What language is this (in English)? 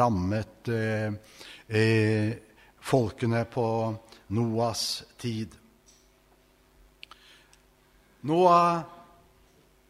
Norwegian